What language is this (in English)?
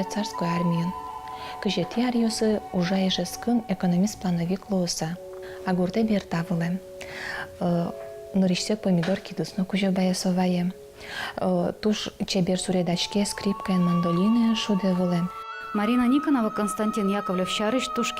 Udmurt